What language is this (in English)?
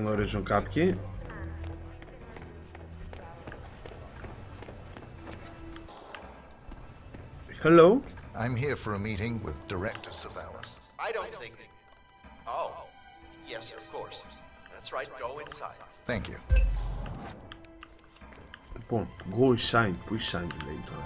Greek